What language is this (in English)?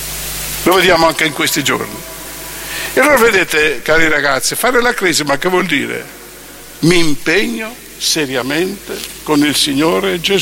Italian